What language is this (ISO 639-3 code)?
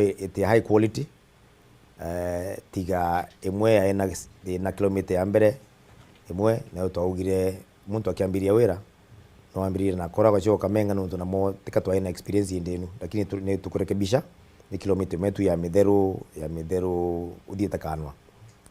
mer